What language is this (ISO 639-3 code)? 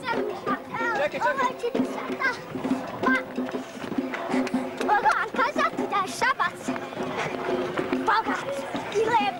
srp